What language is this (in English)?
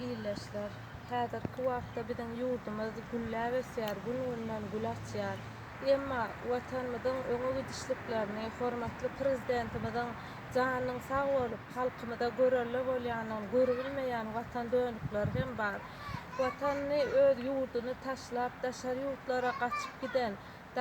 Turkmen